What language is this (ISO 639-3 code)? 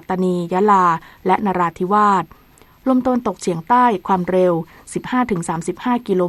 tha